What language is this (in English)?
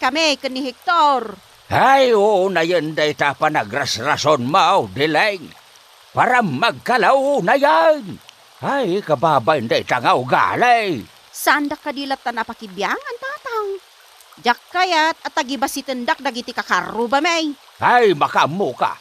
Iloko